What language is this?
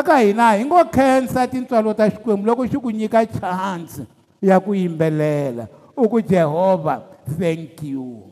Tsonga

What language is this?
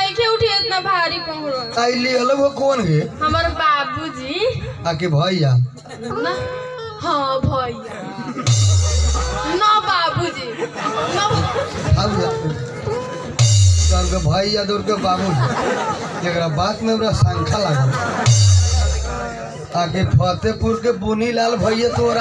Bhojpuri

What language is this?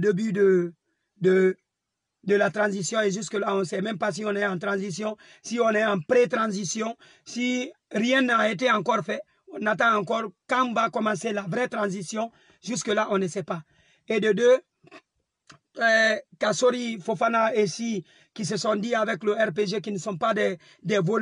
French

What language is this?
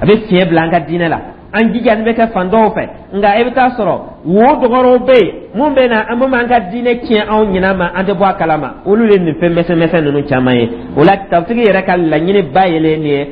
Dyula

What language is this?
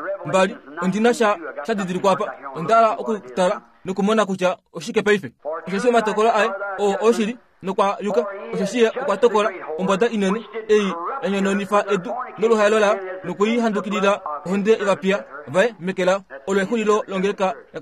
Kuanyama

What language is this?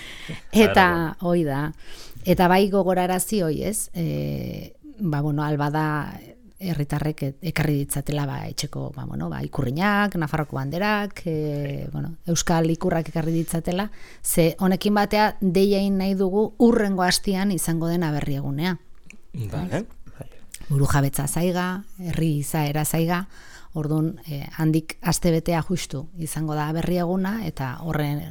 Basque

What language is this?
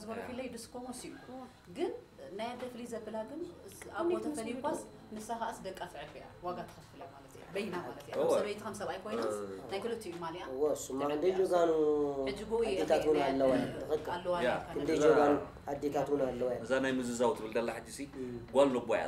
Tigrinya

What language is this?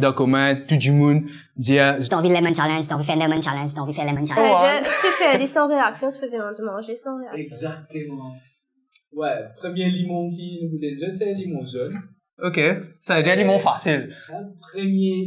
Morisyen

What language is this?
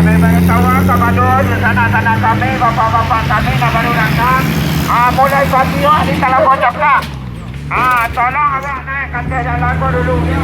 Minangkabau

